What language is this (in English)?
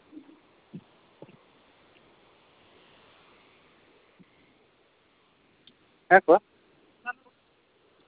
Hindi